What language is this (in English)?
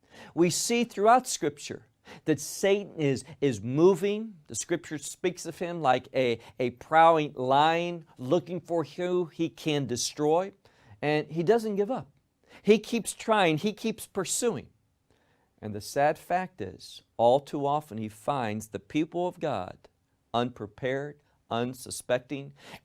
English